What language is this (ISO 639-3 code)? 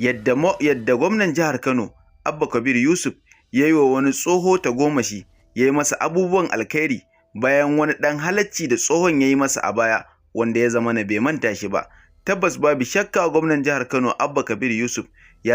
hau